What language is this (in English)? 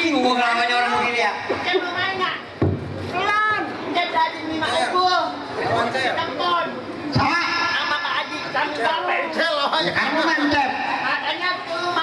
Betawi